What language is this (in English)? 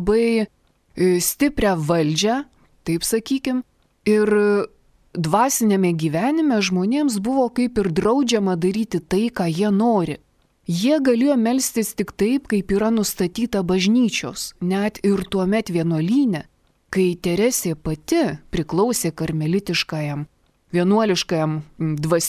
Lithuanian